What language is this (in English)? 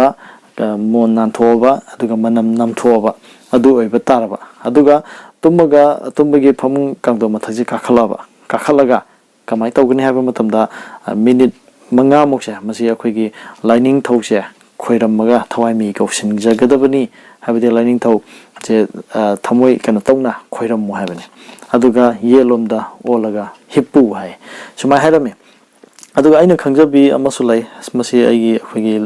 Manipuri